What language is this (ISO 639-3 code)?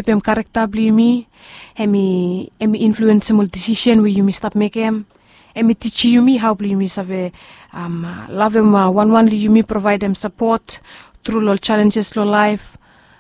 bis